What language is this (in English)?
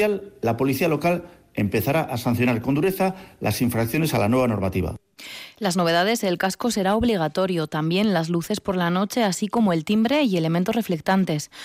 Spanish